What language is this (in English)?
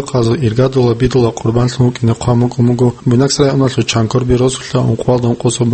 Avaric